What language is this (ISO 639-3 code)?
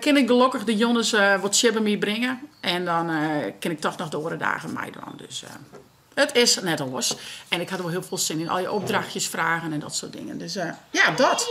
fry